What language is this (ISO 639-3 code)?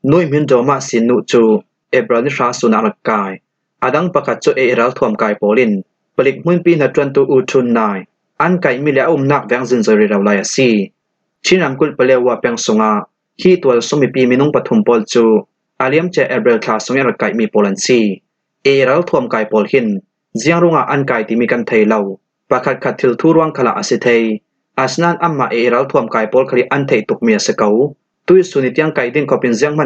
cfm